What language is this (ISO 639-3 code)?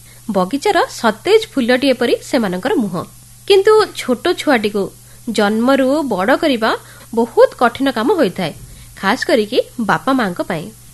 ori